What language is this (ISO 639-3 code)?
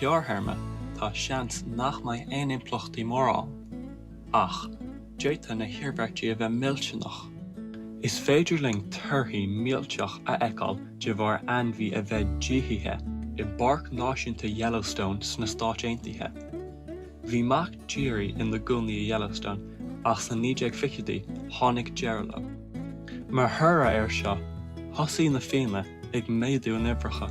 gle